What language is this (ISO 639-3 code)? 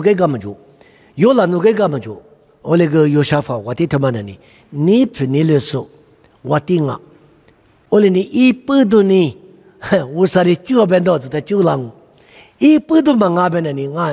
lis